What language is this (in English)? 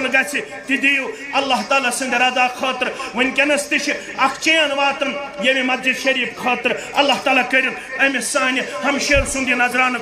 Kashmiri